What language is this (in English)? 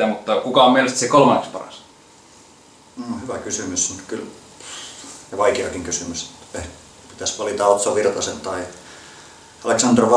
Finnish